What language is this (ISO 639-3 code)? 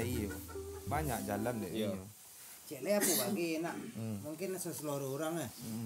min